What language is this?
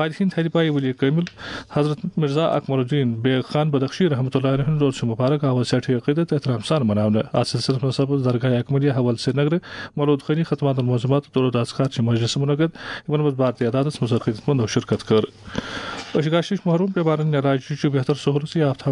Kashmiri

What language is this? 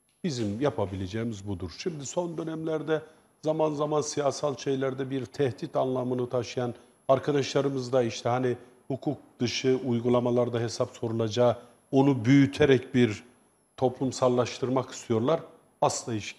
Turkish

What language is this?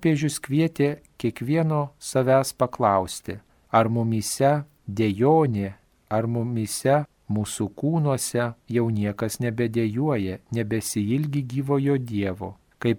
Lithuanian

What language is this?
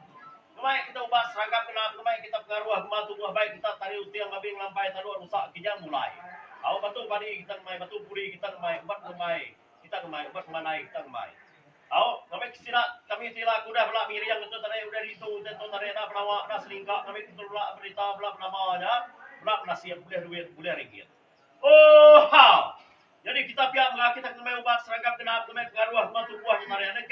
Iban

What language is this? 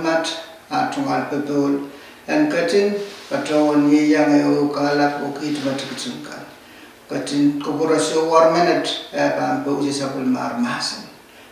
Pohnpeian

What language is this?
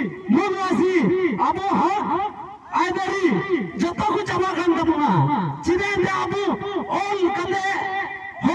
Santali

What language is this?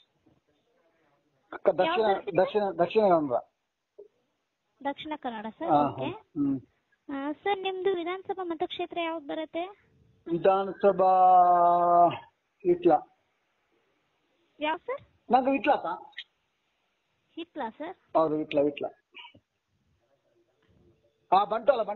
Kannada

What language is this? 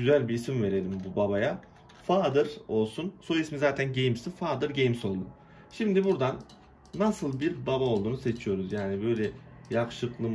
Turkish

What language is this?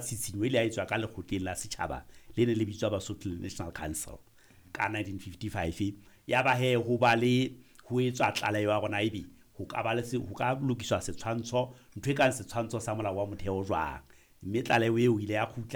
Southern Sotho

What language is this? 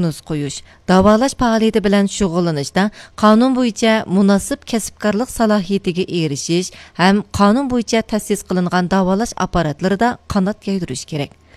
Uyghur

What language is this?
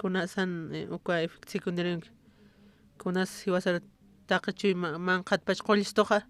Aymara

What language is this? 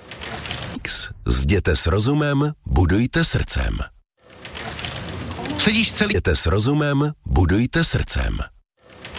Czech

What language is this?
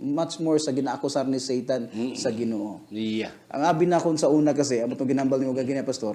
Hiligaynon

